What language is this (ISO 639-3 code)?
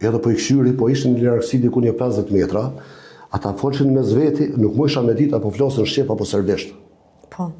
sqi